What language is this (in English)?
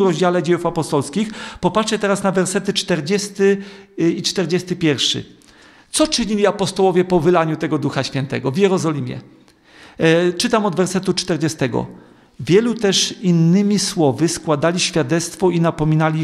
Polish